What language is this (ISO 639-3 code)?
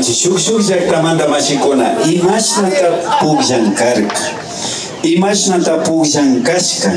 qvi